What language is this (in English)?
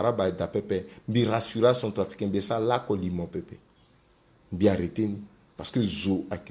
Sango